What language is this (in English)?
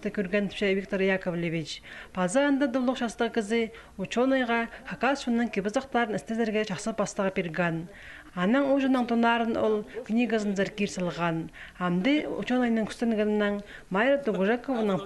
Khakas